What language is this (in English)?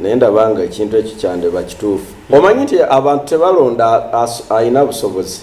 Ganda